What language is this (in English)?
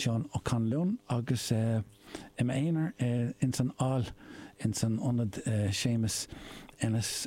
Irish